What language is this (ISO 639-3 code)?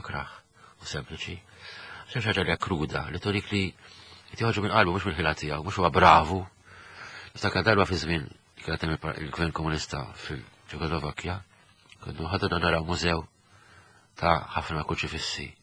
mlt